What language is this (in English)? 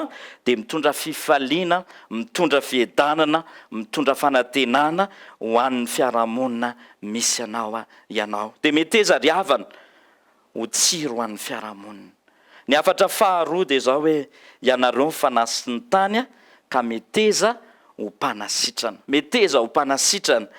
Malagasy